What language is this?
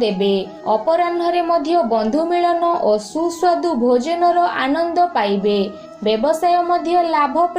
Odia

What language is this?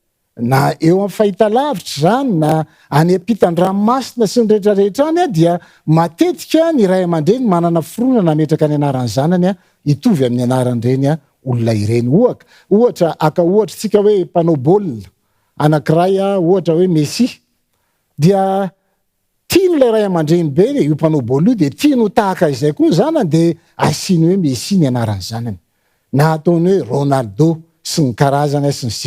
Malagasy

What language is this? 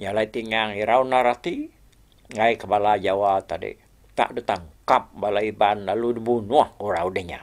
Iban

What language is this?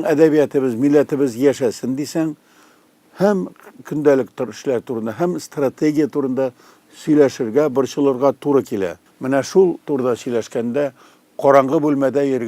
Tatar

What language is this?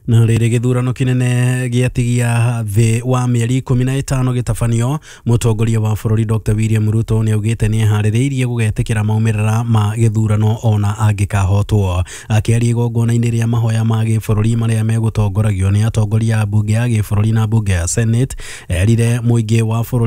Kikuyu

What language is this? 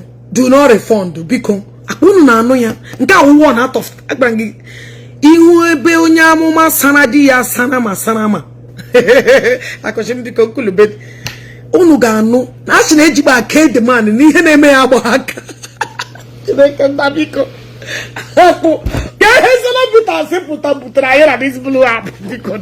Igbo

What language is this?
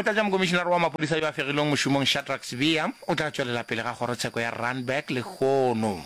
Northern Sotho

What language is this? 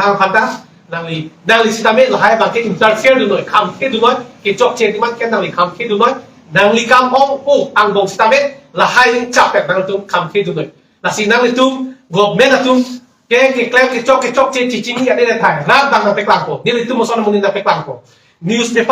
Karbi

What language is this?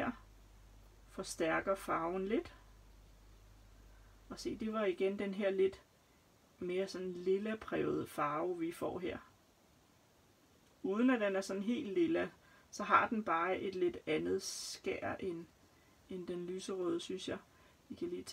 Danish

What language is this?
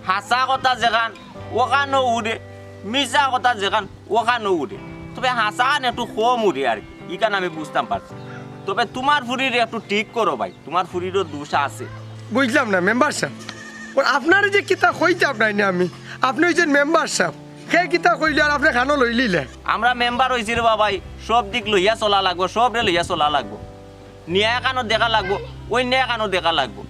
Sylheti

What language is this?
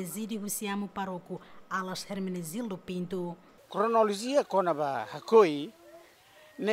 Tetum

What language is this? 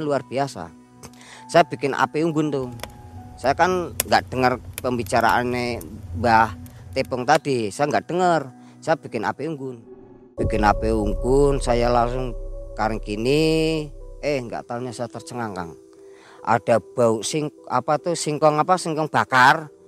Indonesian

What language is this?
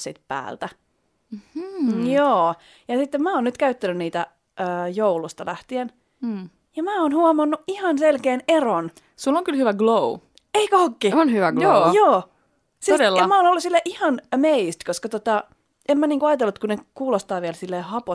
Finnish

